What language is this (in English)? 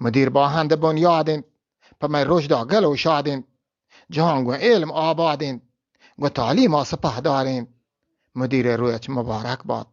Eastern Balochi